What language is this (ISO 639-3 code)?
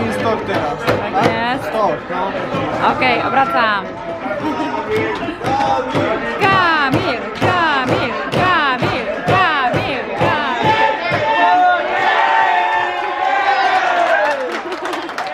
pol